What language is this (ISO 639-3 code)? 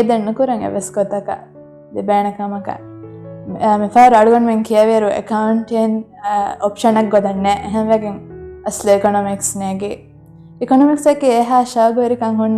div